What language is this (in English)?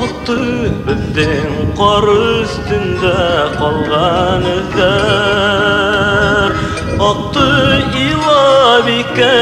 Bashkir